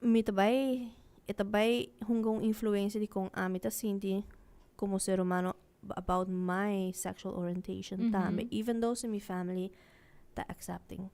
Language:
Papiamento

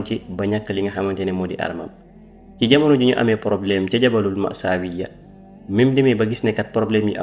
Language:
Wolof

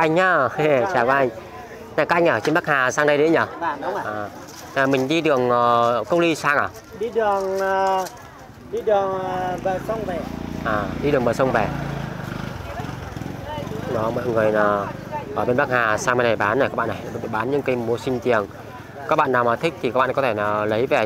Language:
Vietnamese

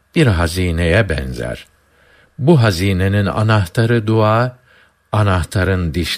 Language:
Turkish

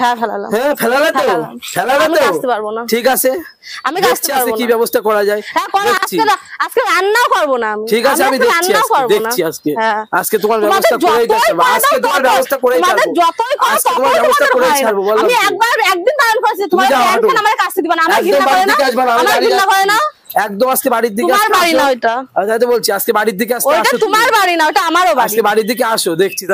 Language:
Bangla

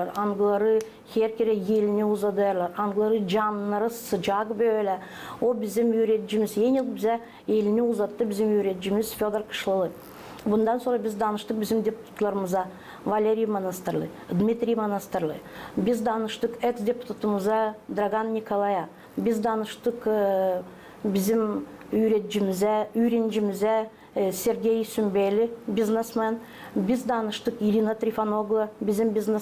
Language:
Gagauz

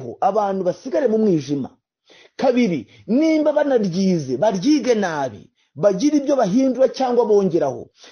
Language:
Kinyarwanda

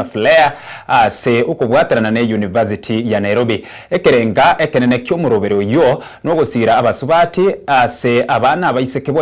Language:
Gusii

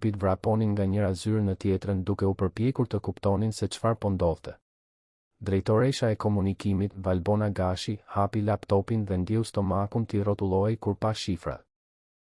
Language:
Albanian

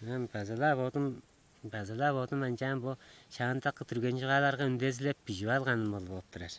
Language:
Tuvinian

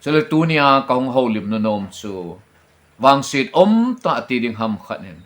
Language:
Thado Chin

